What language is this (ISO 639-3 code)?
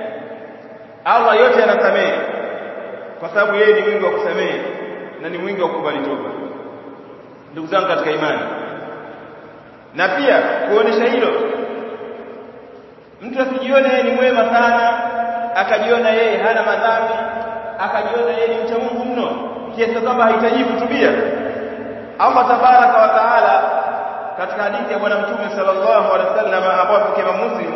swa